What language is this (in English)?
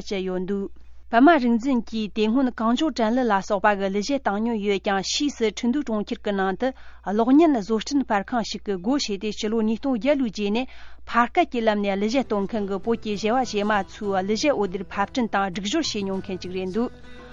Tibetan